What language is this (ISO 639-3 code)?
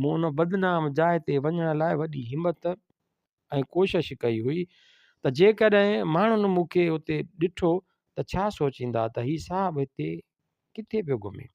snd